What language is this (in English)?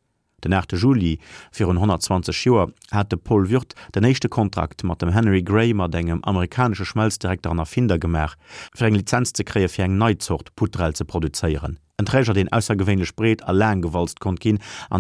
Luxembourgish